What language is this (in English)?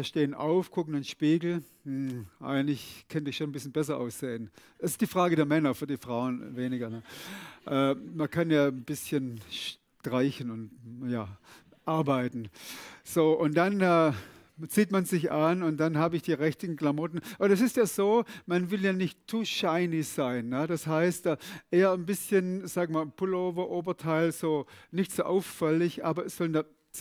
Swiss German